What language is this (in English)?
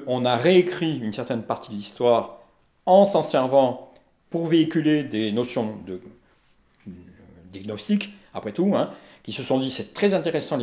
French